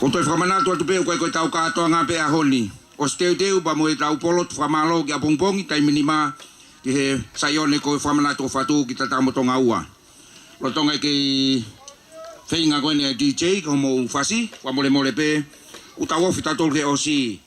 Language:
Tongan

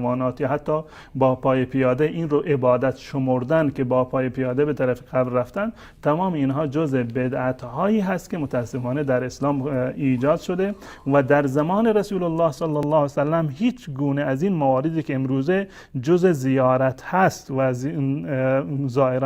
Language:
Persian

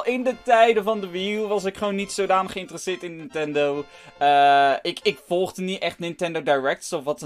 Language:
Dutch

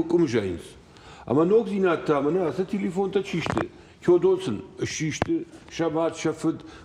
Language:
Ossetic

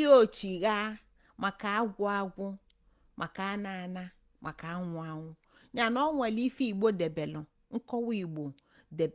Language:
Igbo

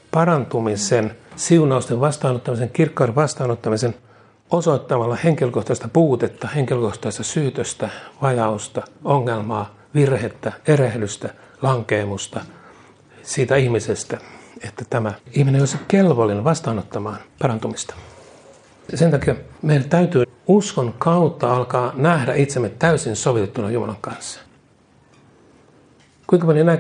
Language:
Finnish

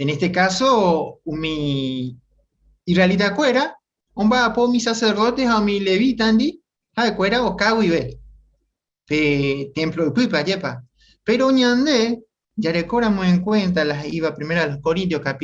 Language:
Guarani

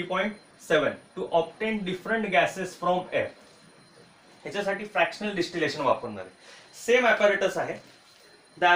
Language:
Marathi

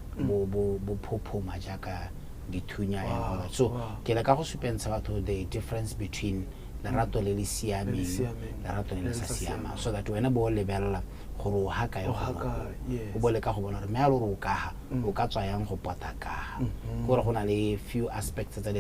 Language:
Tswana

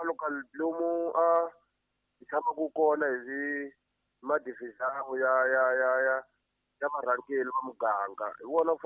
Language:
Tsonga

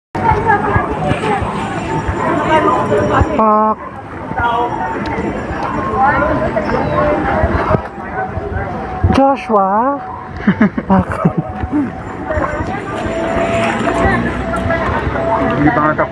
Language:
Filipino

